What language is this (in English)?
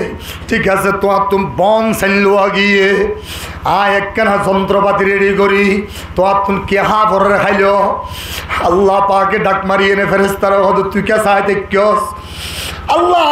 Rohingya